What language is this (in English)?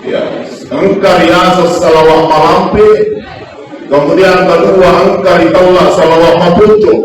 Buginese